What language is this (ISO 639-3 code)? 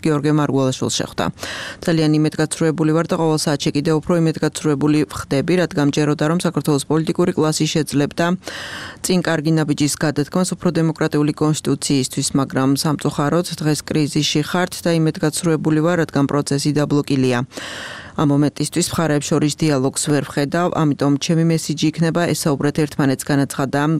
kat